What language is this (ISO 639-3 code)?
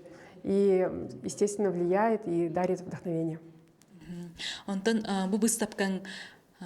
sah